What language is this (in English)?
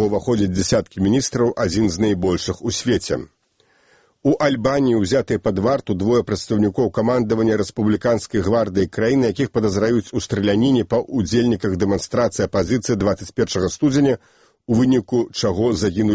Belarusian